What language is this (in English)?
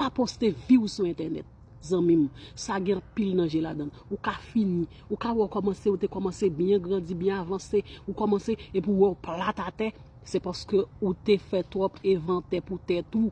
Haitian Creole